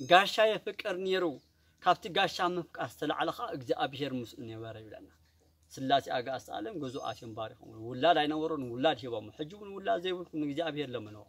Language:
Tigrinya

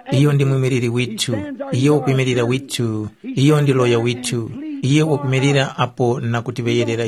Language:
Tumbuka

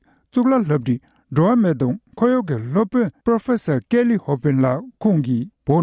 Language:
Tibetan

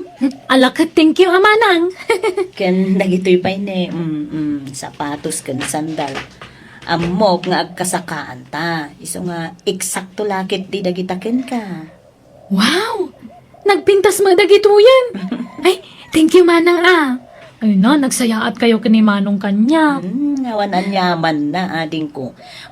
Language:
Iloko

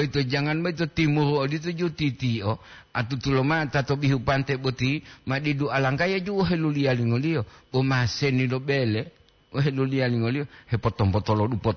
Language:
Gorontalo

